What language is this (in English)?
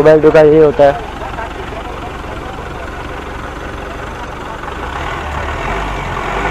Hindi